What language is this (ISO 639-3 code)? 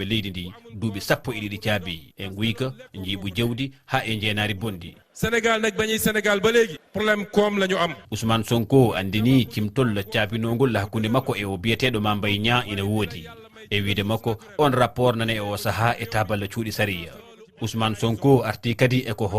ful